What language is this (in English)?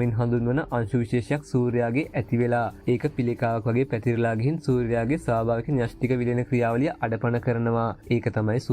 Sinhala